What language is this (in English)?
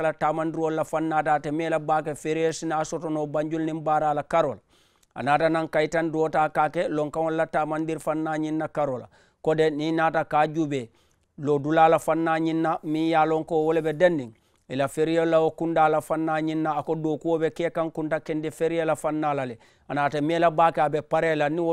Mandingo